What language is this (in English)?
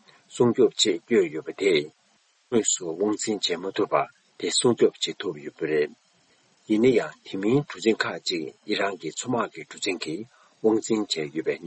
Tibetan